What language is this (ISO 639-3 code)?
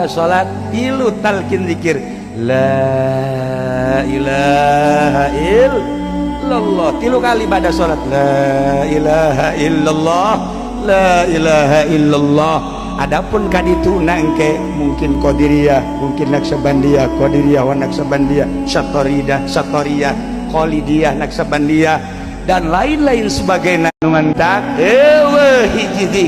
sun